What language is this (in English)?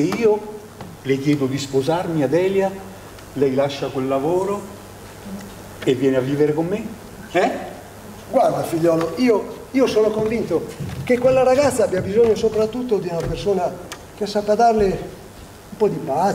Italian